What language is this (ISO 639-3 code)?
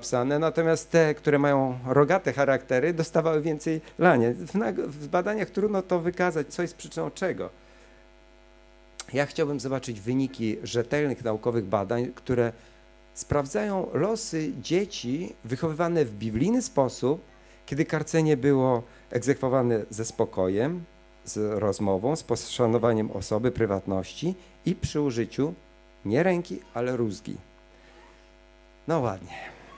pol